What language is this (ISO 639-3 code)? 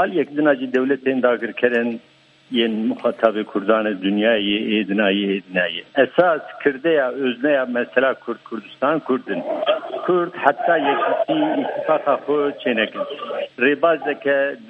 kur